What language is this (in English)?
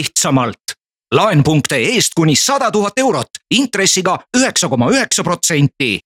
Estonian